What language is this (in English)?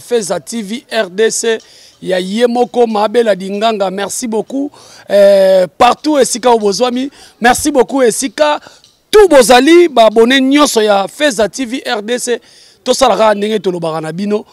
Lingala